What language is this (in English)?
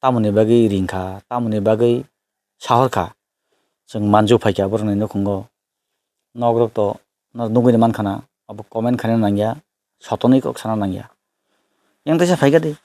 Kok Borok